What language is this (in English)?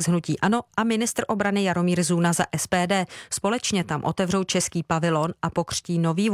Czech